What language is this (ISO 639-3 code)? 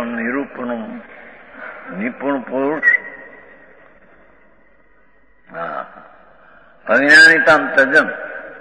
guj